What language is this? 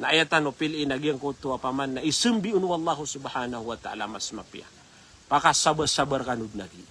Maranao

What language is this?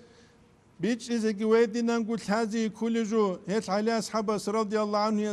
Avaric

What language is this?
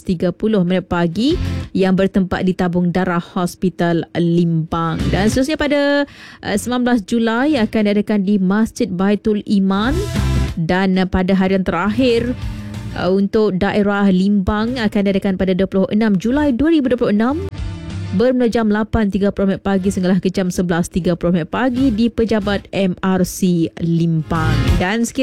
Malay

